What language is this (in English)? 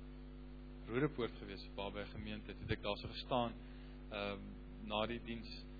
Afrikaans